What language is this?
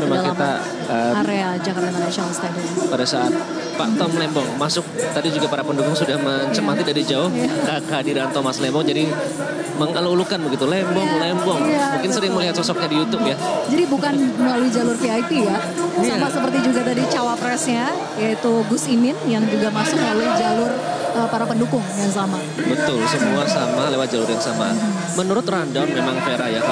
Indonesian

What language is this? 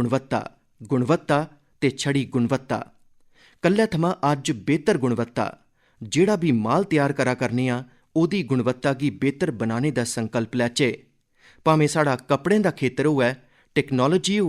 Dogri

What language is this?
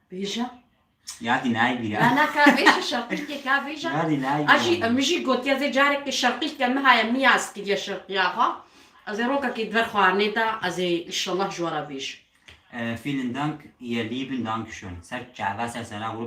Kurdish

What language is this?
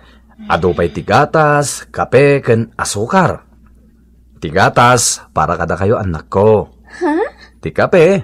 Iloko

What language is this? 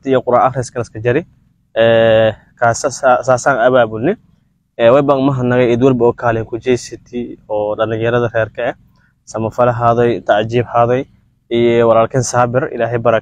Somali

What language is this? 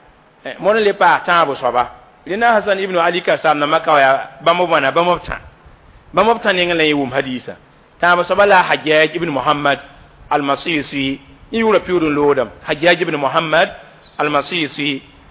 Mossi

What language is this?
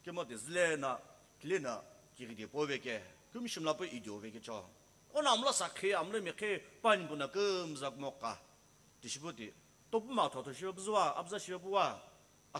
Sumi Naga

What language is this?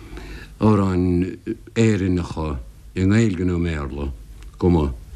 Irish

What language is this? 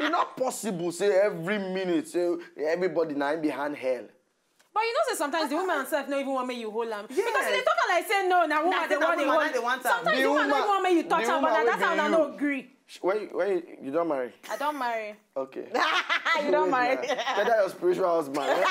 Nigerian Pidgin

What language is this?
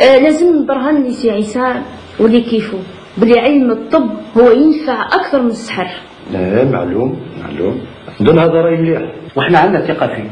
Algerian Arabic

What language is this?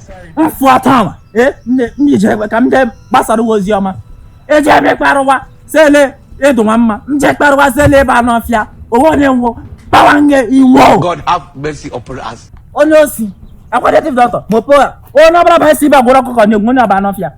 Igbo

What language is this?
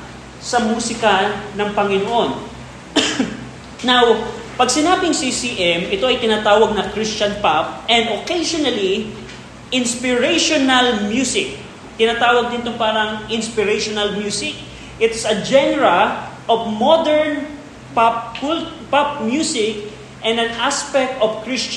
Filipino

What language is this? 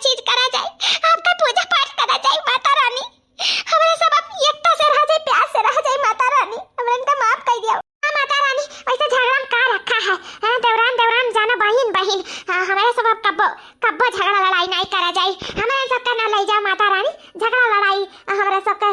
Awadhi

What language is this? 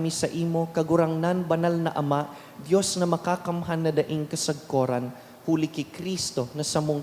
Bikol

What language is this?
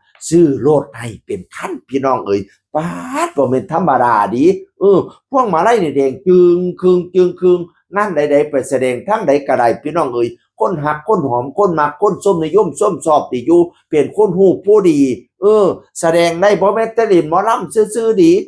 Northeastern Thai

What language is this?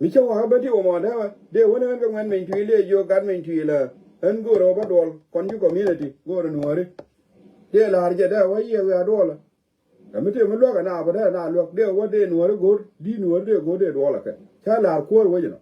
Nuer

